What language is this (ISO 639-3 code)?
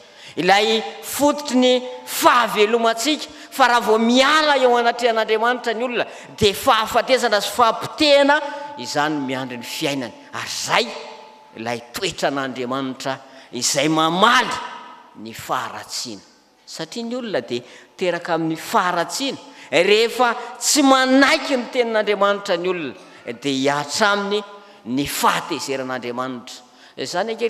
mlg